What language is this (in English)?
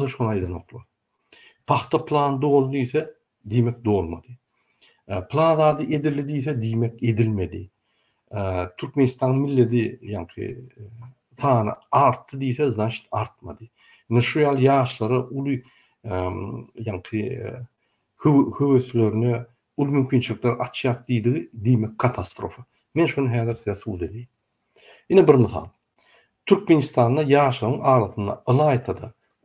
Turkmen